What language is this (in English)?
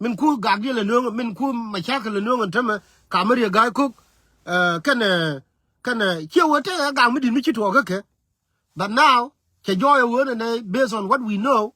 Nuer